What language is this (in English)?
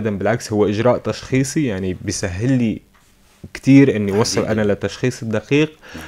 North Levantine Arabic